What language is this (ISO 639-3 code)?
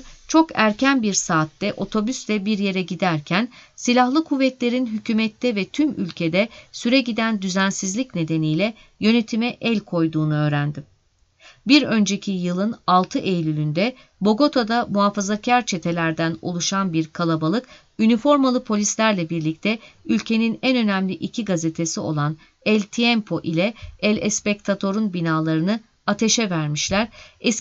tur